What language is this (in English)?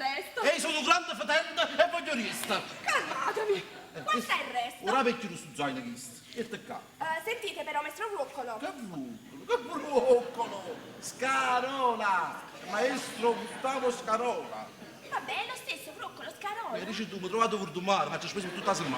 Neapolitan